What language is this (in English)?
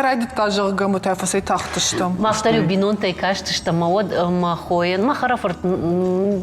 Ossetic